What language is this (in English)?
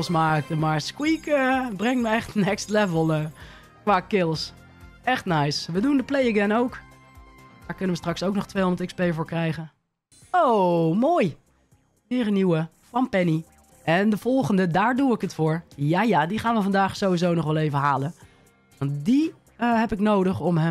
Dutch